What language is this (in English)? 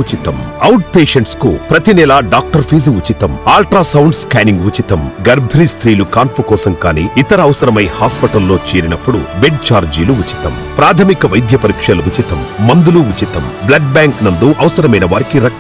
Telugu